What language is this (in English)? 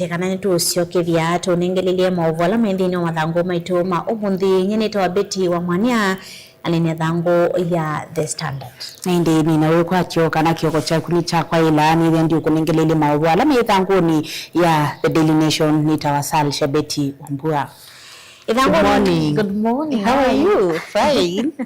Kamba